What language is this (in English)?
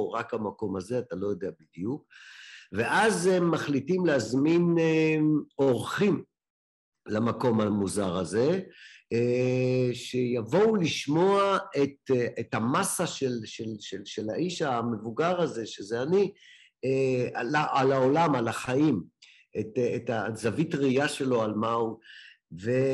Hebrew